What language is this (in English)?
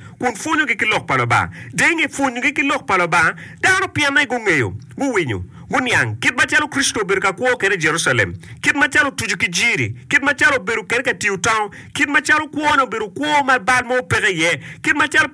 Acoli